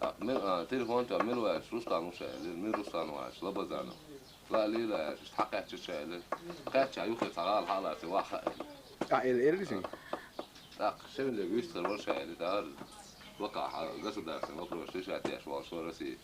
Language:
Chechen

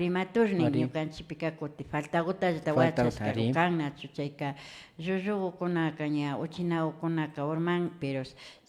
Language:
Imbabura Highland Quichua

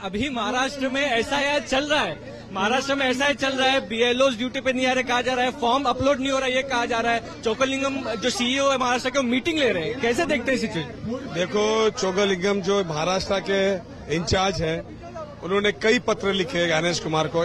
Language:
Hindi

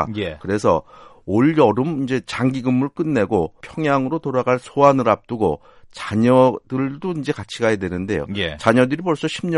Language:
Korean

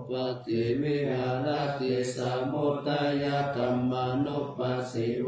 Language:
Pali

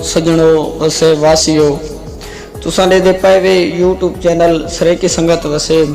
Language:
Saraiki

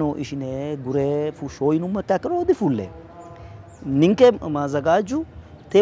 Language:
Sidamo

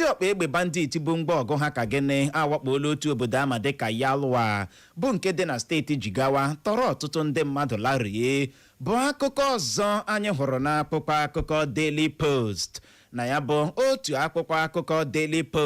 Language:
Igbo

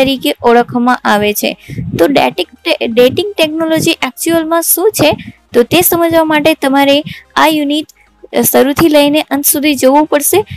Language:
Gujarati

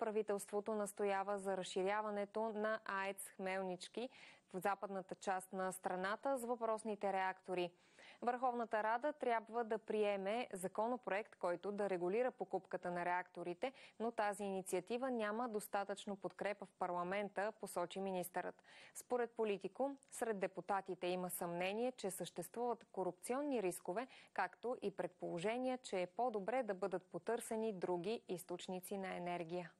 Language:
Bulgarian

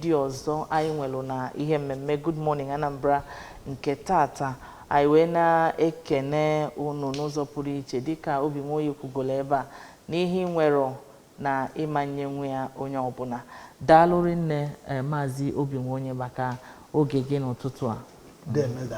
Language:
Igbo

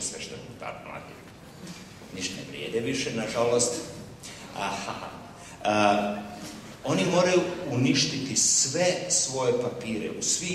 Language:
Croatian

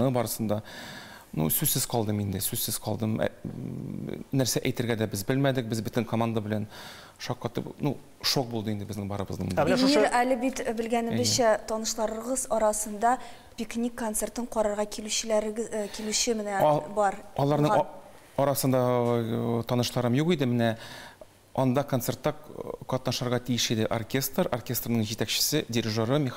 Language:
Tatar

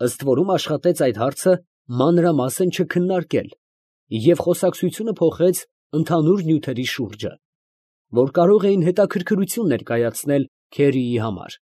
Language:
Armenian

